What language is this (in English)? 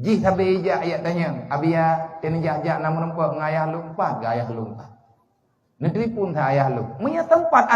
Achinese